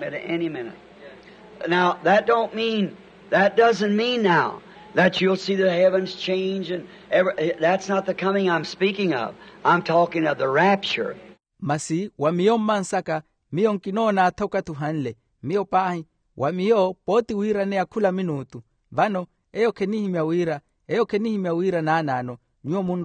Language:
Makhuwa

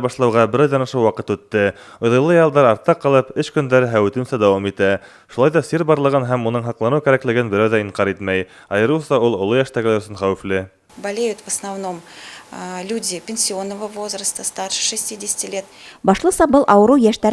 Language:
Bashkir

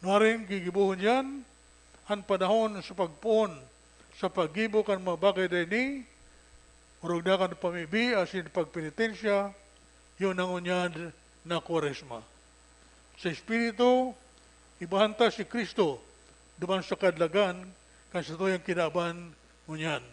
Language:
Bikol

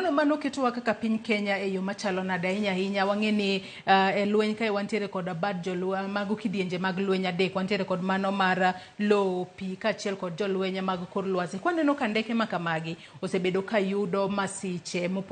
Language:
Luo (Kenya and Tanzania)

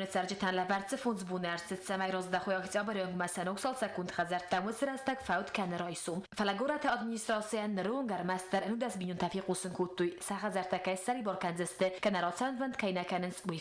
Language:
Ossetic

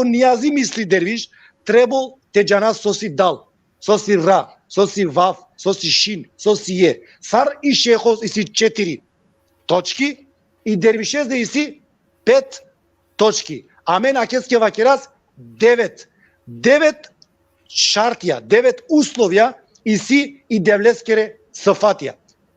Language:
Balkan Romani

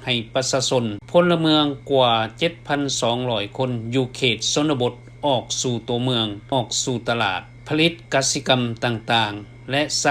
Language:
Lao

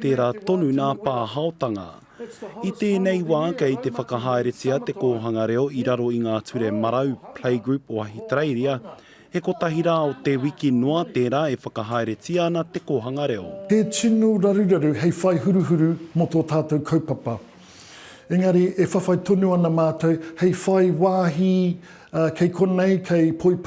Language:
Māori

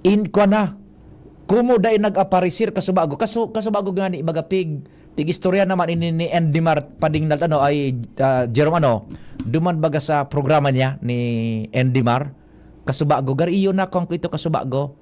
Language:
Bikol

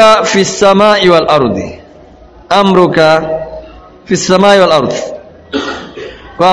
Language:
Swahili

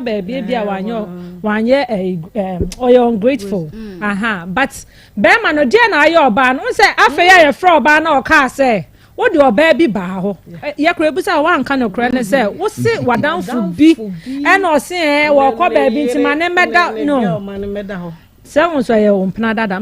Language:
Akan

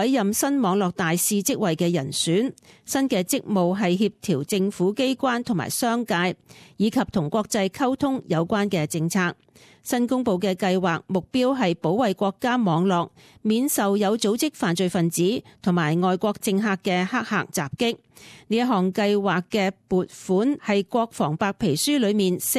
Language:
Cantonese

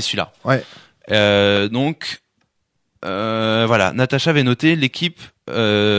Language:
French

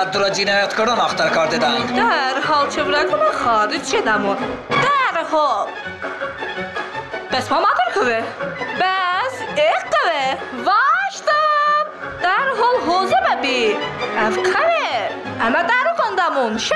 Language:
Talysh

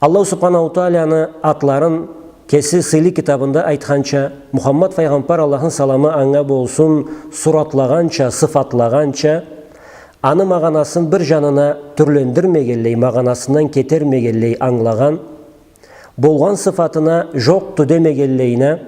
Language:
Karachay-Balkar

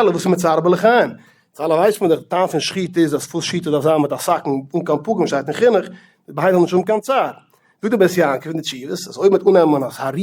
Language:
Yiddish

